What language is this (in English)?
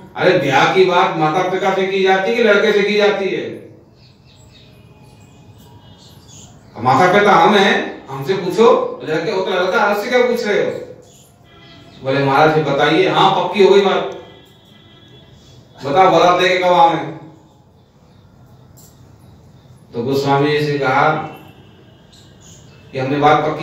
Hindi